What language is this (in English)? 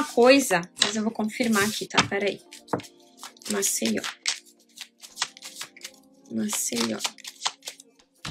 Portuguese